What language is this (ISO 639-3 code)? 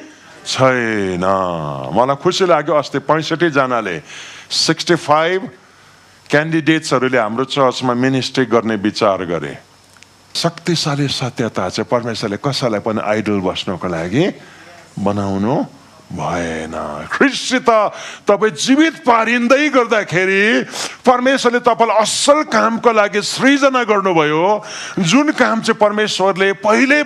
nep